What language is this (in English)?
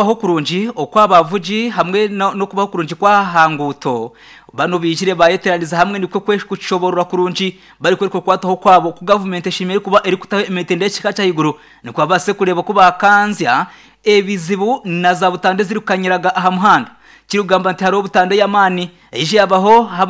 Nyankole